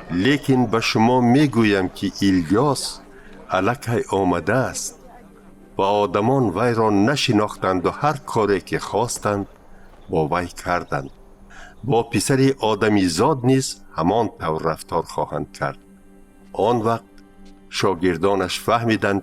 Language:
Tajik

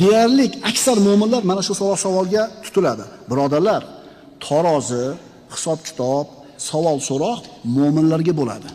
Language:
Uzbek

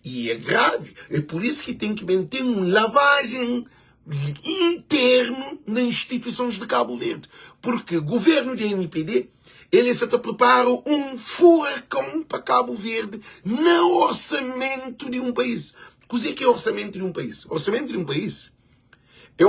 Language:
Kabuverdianu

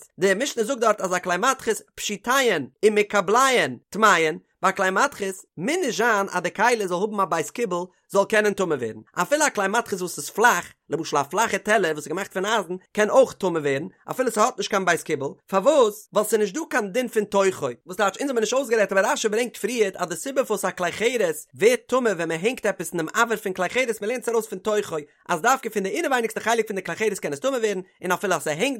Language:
Yiddish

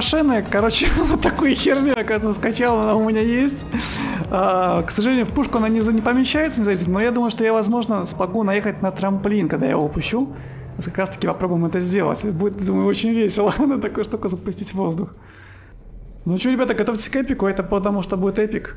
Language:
Russian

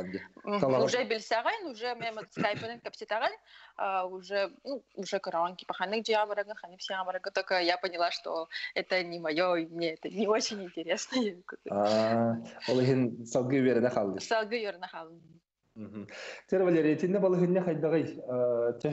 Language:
Yakut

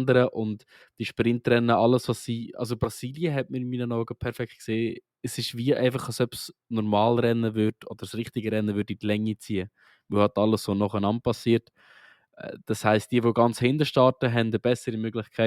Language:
Swiss German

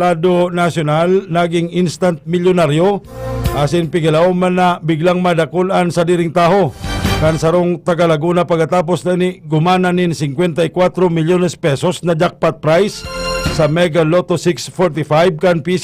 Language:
Bikol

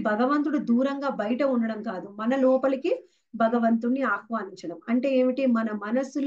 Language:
Telugu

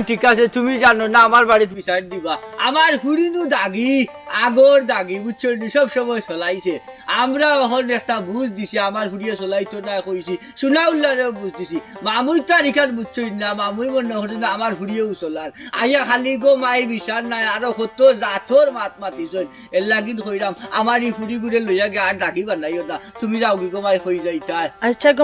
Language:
Sylheti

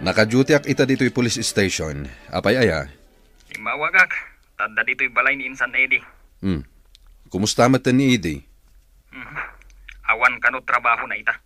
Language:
Iloko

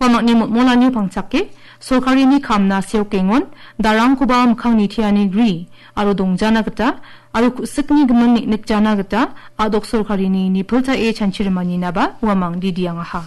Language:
Garo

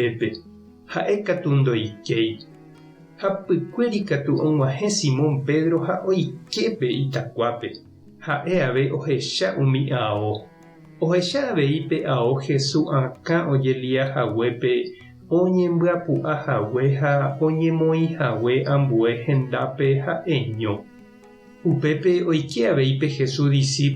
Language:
Guarani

